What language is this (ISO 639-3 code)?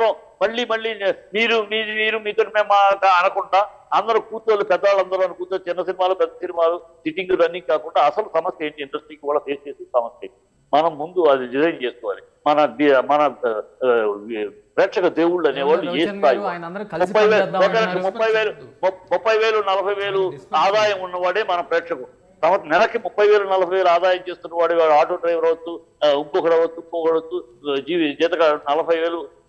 tel